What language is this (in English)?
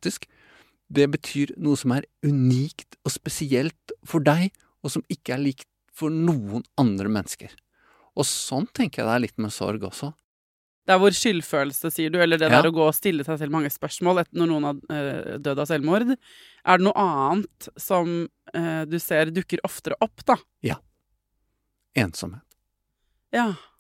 Norwegian